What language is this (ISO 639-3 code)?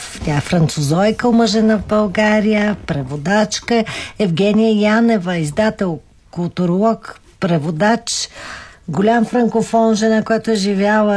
bul